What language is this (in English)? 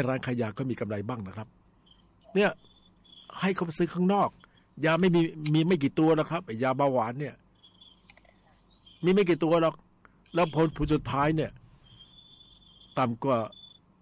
Thai